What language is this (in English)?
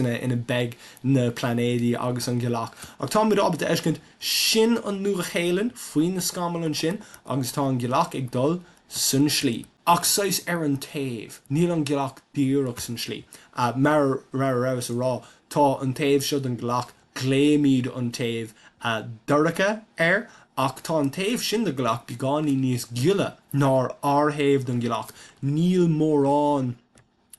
Irish